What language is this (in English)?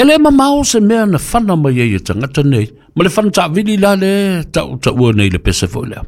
Samoan